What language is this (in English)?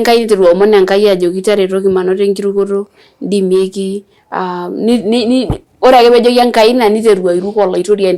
Masai